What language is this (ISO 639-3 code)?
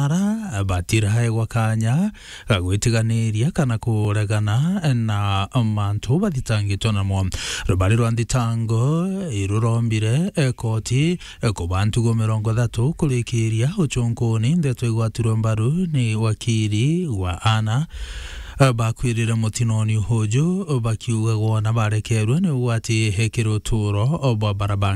mer